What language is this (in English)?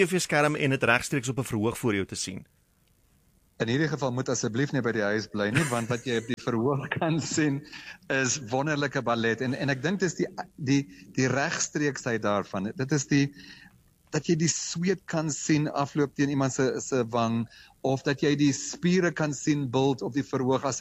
Afrikaans